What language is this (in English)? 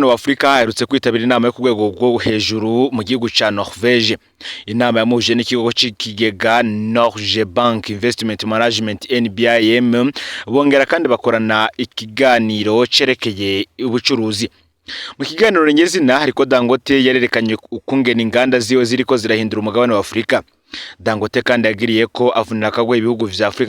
Rundi